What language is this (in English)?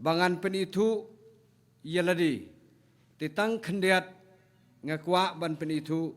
Khasi